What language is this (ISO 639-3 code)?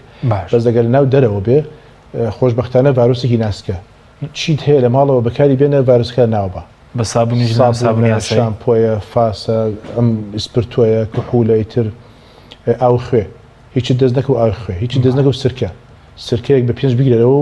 ckb